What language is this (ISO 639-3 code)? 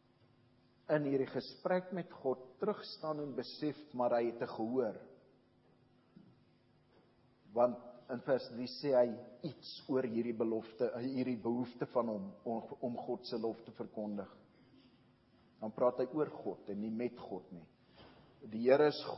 afr